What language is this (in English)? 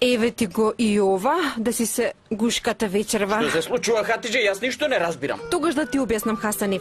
Macedonian